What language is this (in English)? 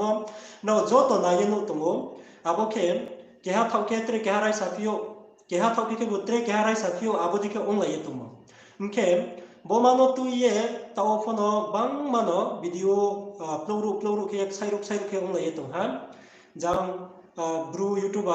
Riang (India)